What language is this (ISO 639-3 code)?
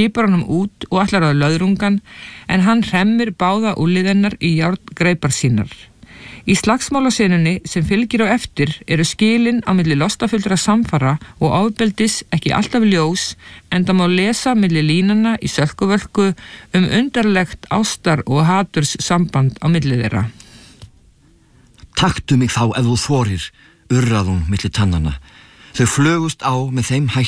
isl